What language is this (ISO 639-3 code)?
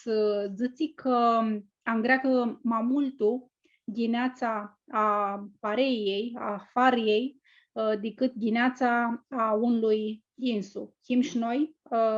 rup